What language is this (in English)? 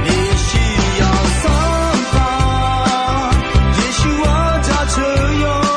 Akha